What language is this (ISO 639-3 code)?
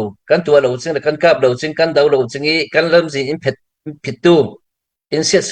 cfm